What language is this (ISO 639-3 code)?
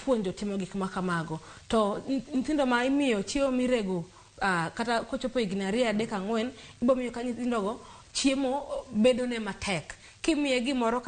luo